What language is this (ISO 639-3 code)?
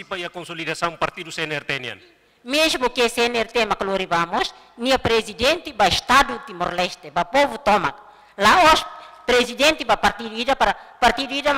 tet